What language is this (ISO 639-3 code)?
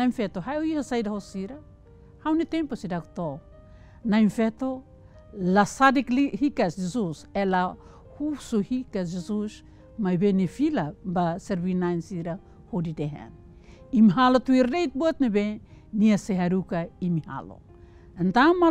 tet